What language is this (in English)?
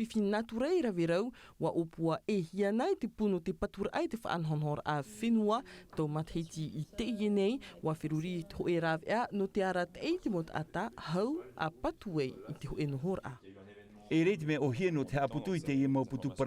Tahitian